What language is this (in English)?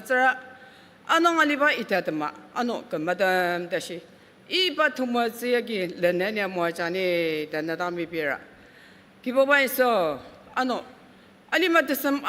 Ao Naga